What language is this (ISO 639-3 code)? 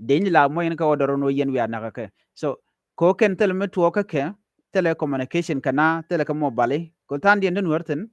nus